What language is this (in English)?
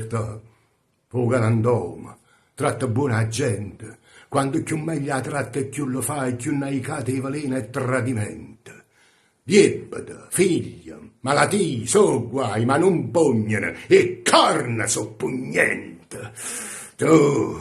Neapolitan